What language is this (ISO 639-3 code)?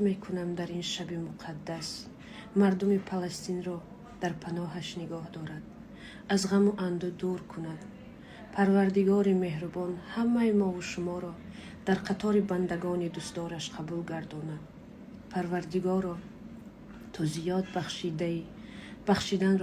tgk